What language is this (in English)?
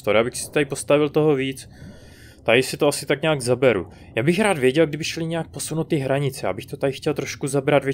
Czech